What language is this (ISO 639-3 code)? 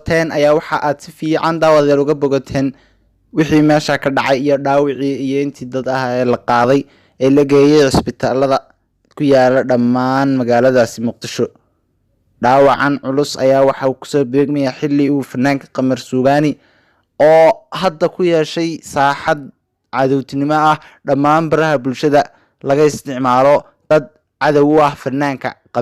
som